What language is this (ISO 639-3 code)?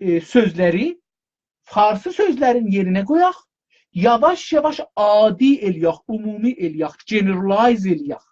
azb